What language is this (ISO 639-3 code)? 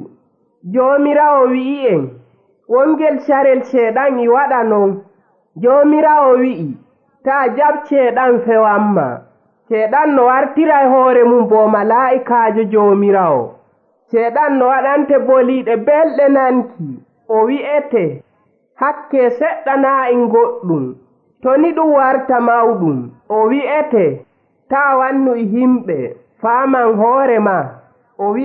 fuv